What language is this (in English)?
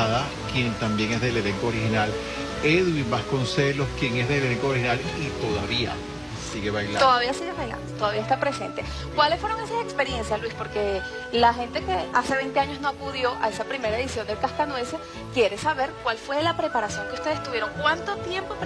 Spanish